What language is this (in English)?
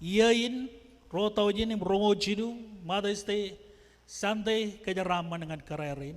Marshallese